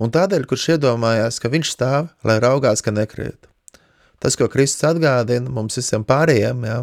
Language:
Latvian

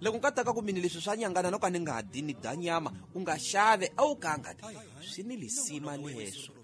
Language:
Tsonga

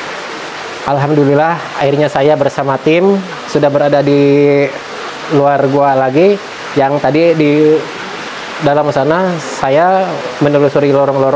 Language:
Indonesian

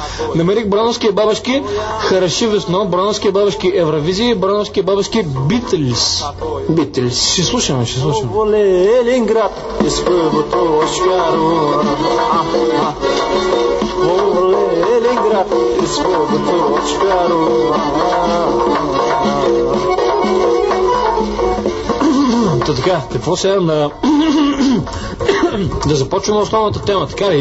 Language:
Bulgarian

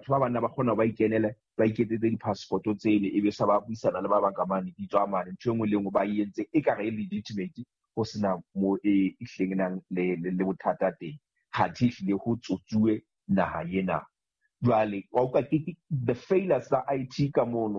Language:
Southern Sotho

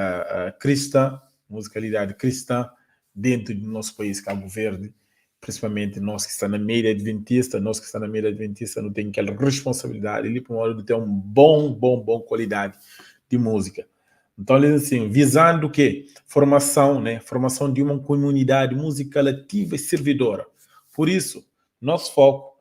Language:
Kabuverdianu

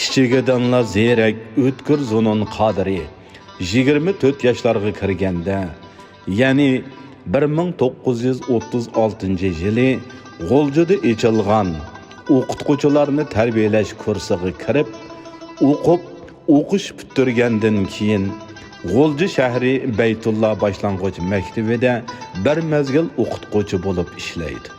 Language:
Uyghur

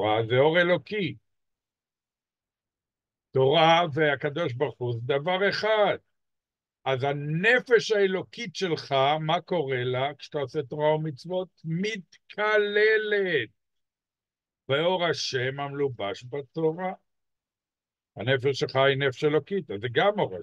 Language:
Hebrew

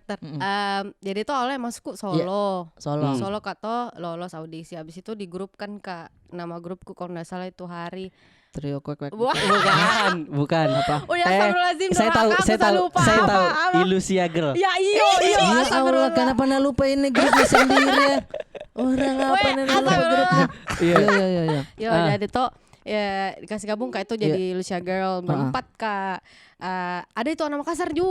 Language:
Makassar Malay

